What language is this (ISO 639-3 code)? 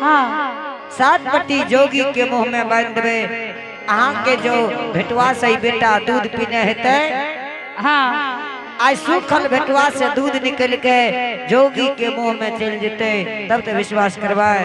anp